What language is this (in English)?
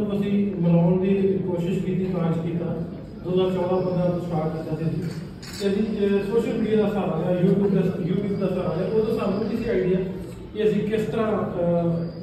Punjabi